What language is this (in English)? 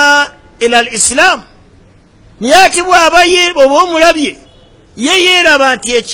Ganda